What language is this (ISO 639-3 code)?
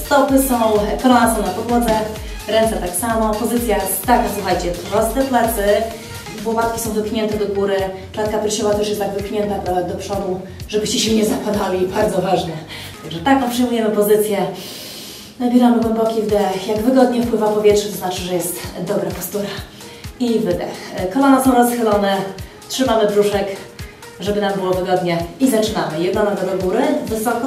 pol